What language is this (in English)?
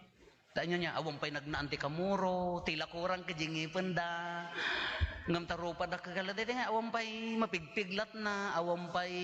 Iloko